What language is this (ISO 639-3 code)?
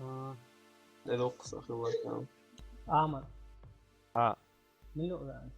che